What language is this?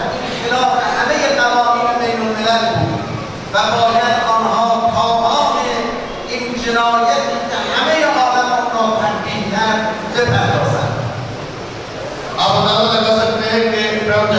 Urdu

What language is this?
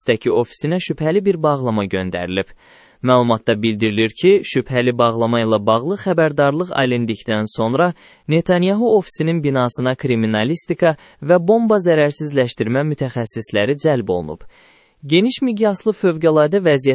Azerbaijani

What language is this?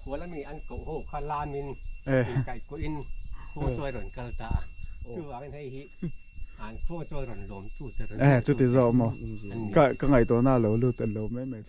Mizo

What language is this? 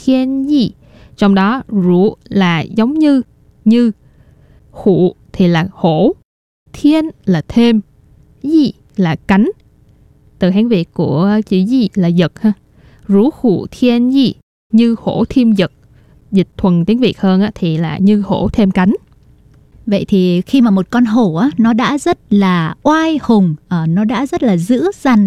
Vietnamese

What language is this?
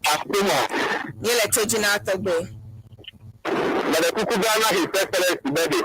Ewe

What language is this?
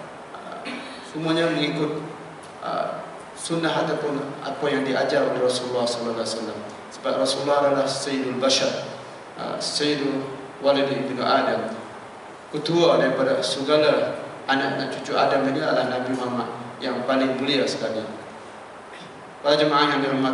Malay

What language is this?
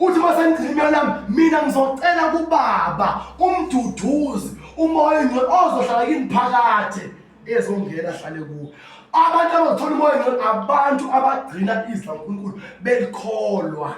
Zulu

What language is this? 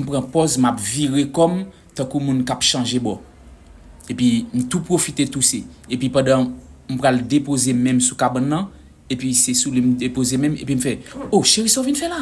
Haitian Creole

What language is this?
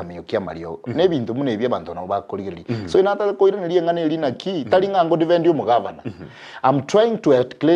Gusii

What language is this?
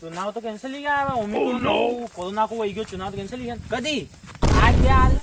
Rajasthani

